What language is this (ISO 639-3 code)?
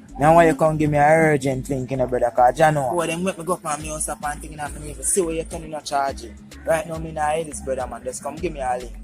jam